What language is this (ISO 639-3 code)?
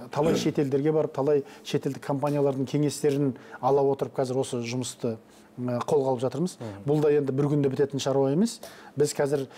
kaz